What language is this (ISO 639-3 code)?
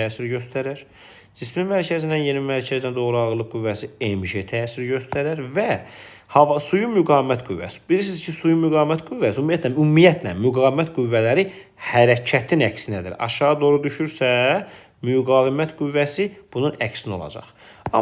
aze